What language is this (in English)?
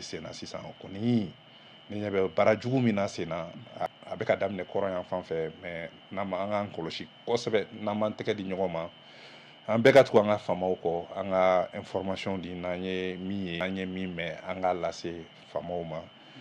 Bambara